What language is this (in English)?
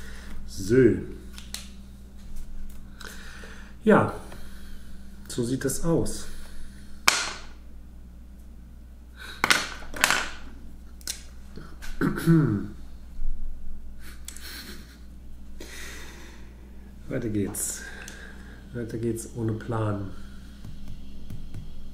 German